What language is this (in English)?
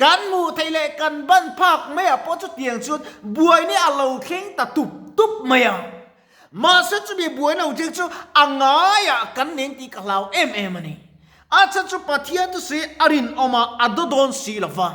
Mizo